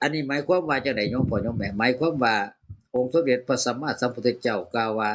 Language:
Northeastern Thai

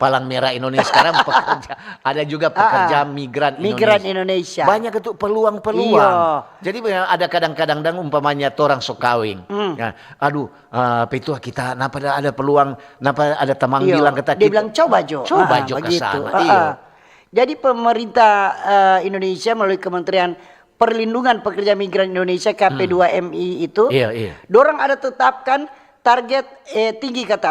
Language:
Manado Malay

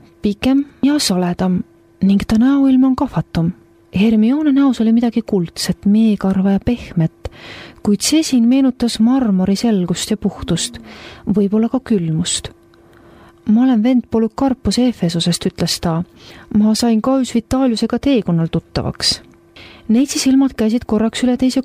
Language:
Estonian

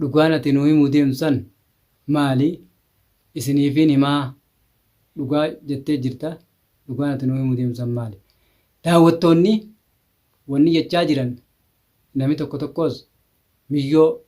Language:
Oromo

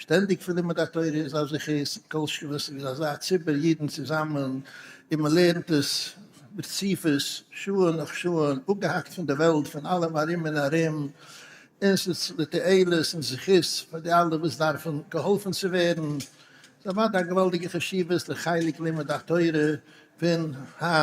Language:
Yiddish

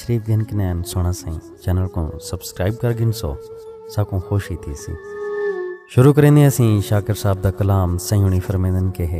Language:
Saraiki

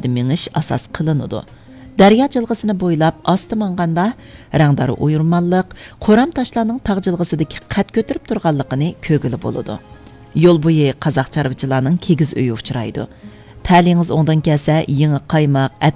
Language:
Uyghur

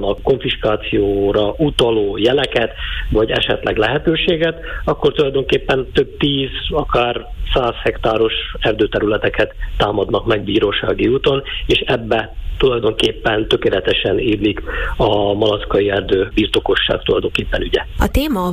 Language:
Hungarian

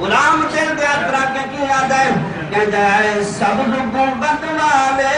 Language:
Saraiki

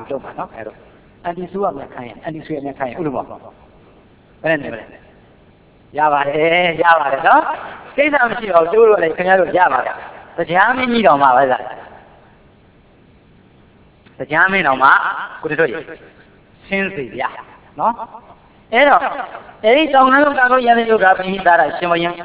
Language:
Burmese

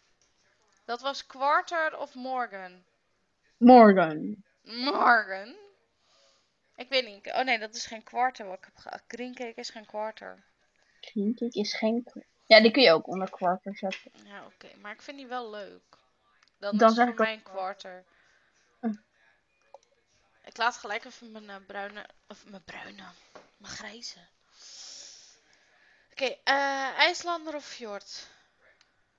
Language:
Dutch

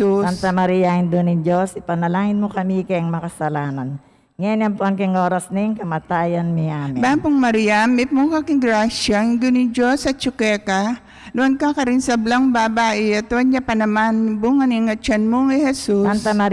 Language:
Pampanga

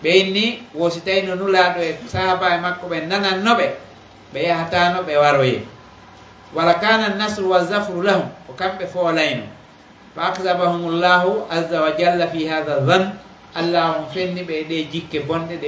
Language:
Pular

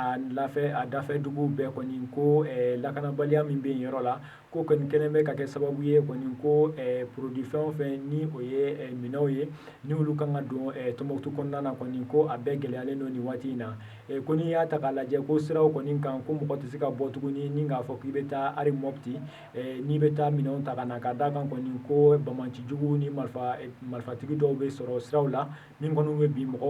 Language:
Bambara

